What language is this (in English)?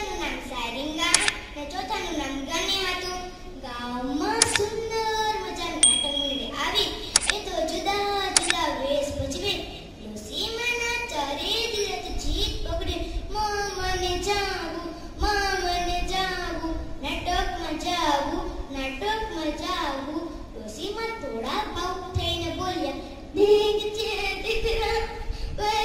Gujarati